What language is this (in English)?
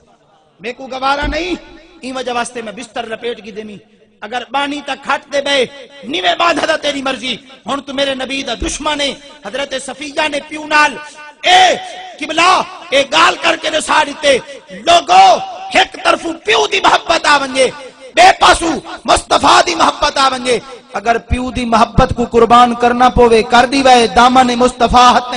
Saraiki